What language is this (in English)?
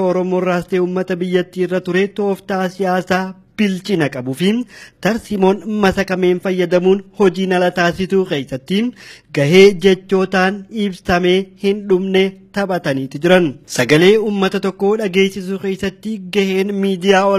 Oromo